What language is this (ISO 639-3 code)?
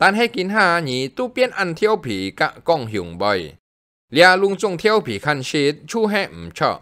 hak